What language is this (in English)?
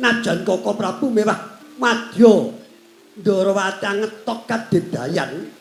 Javanese